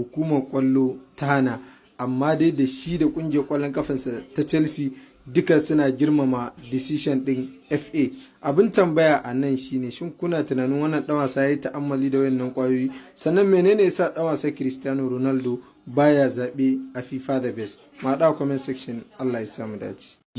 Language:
Hausa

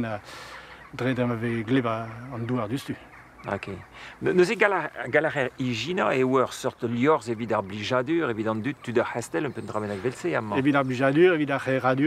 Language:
Breton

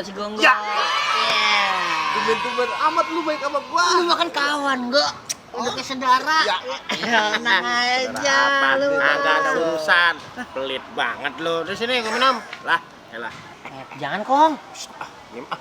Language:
Betawi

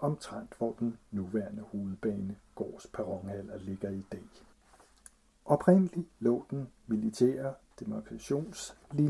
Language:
Danish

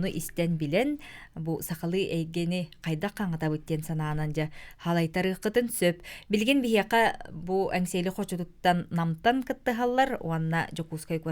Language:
Yakut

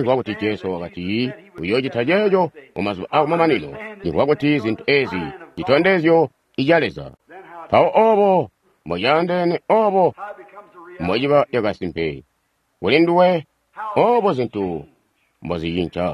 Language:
Tonga (Zambia)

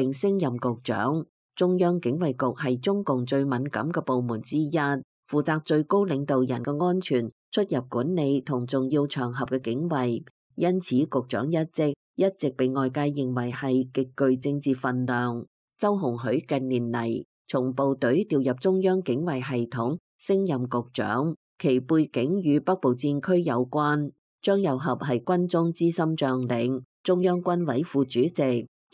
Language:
Cantonese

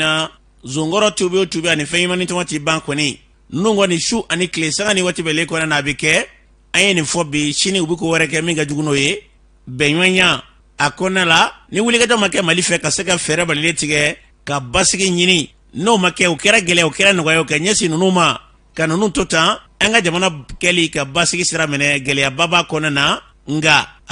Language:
Bambara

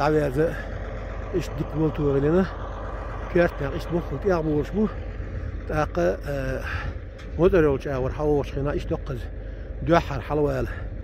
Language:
Chechen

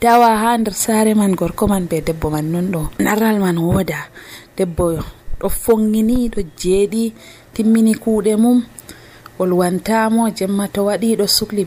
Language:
Nigerian Fulfulde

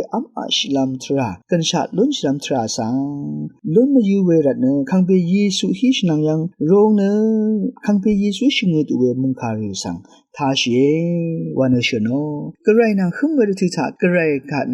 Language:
Rawang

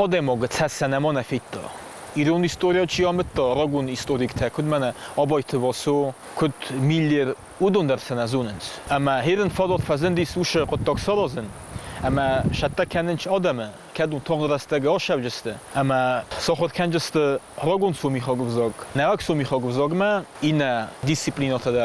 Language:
Ossetic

